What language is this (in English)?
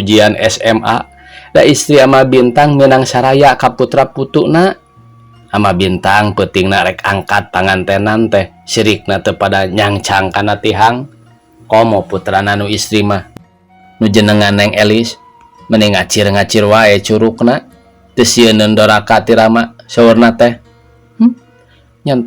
Sundanese